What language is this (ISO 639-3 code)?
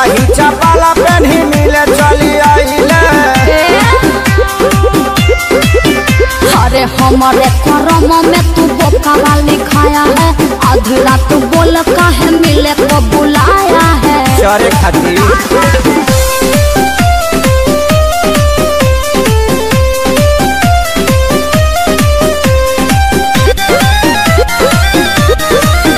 bho